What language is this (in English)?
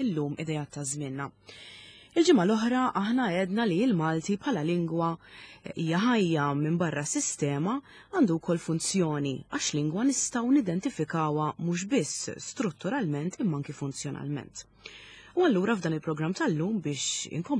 Maltese